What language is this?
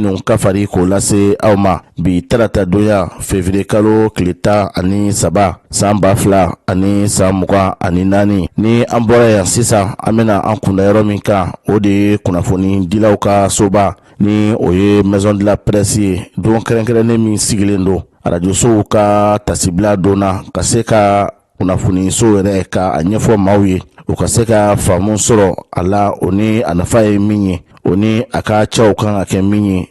Bambara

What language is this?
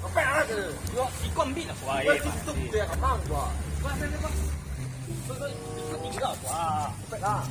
Minangkabau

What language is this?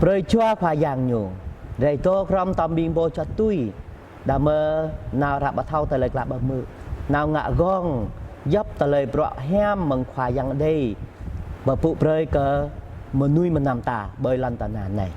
Jarai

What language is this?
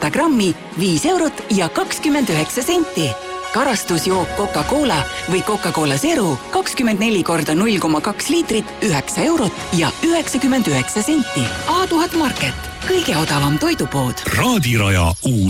Estonian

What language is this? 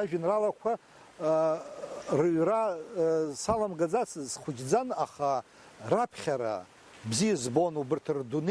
Abkhazian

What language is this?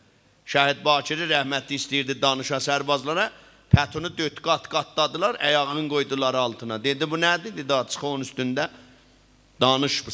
South Azerbaijani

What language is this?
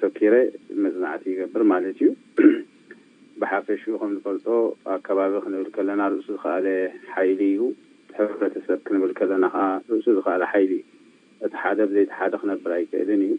Tigrinya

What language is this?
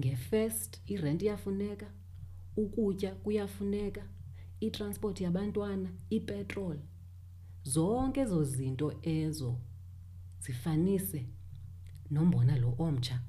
Xhosa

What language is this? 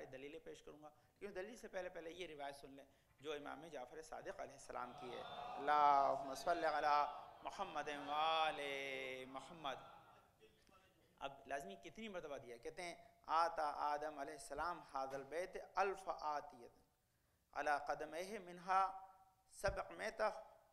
Urdu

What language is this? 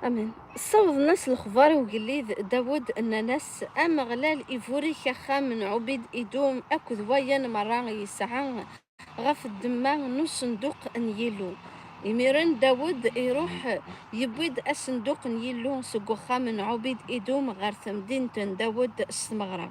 Kabyle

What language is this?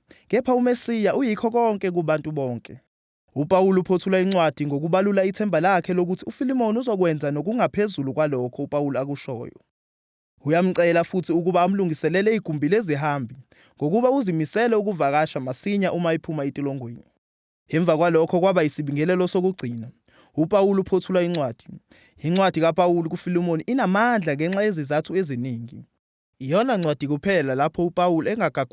Zulu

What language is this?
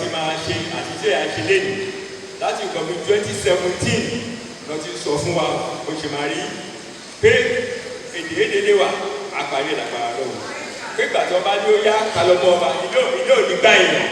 Yoruba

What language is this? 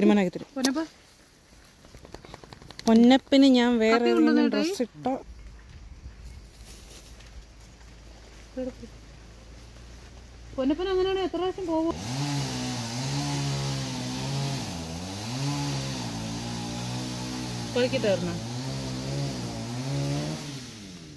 Malayalam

